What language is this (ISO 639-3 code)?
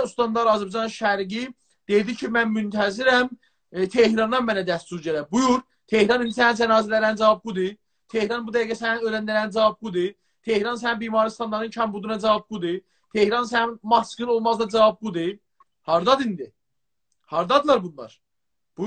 azb